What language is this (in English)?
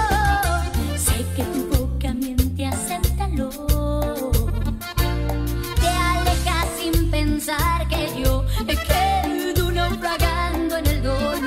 Spanish